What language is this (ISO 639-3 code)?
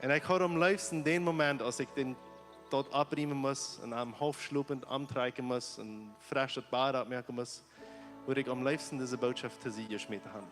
pdt